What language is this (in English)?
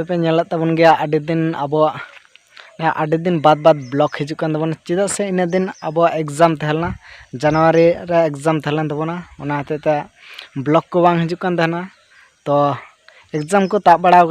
Santali